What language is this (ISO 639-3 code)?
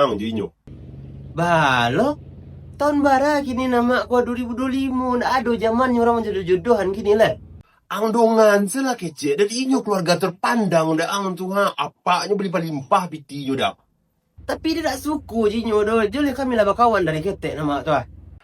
min